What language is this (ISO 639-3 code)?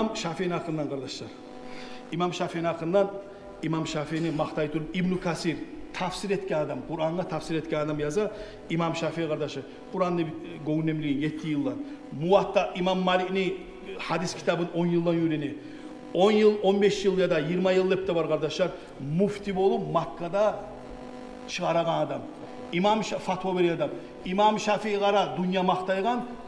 kum